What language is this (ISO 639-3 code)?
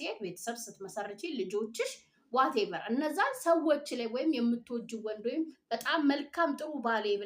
amh